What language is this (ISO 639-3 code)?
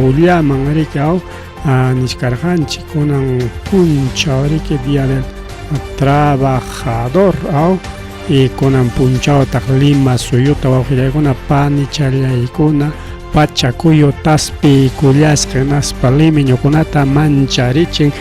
quy